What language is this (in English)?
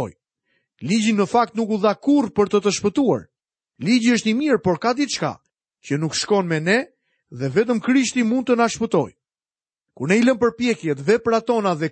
Albanian